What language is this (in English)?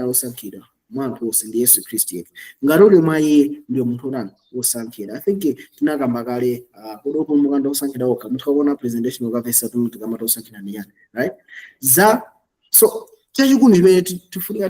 Nyanja